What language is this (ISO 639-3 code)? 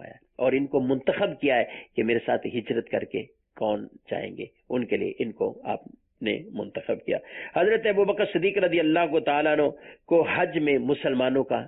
urd